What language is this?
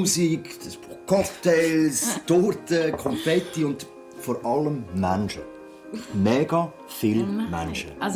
Swiss German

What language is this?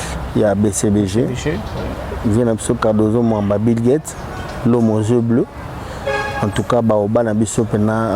Lingala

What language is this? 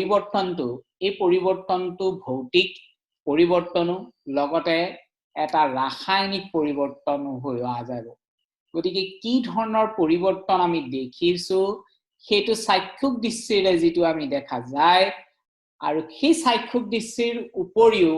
Assamese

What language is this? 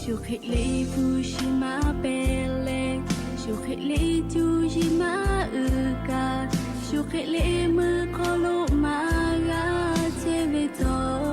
Lahu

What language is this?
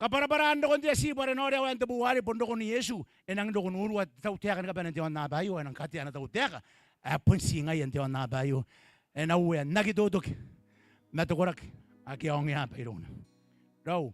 Gilbertese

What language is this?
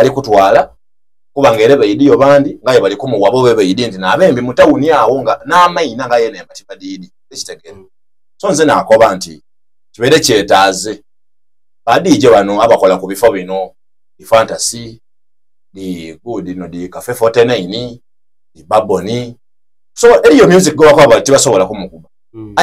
Soga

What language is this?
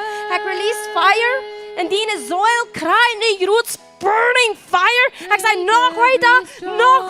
Plautdietsch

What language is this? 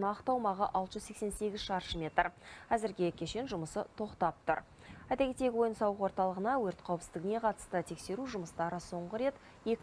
Kazakh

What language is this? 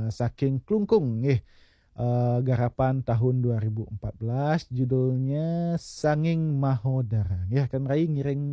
Balinese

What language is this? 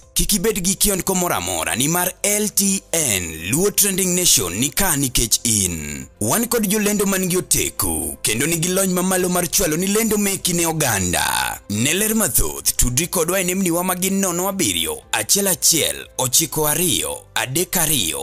Luo (Kenya and Tanzania)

